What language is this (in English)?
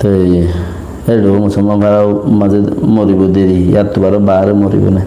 Rohingya